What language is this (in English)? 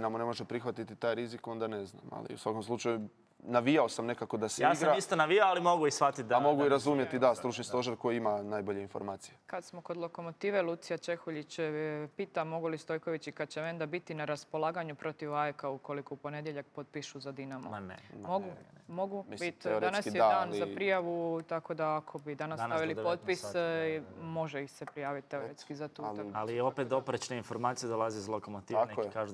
Croatian